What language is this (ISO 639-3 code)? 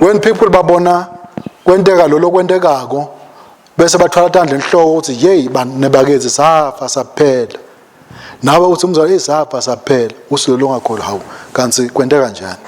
ssw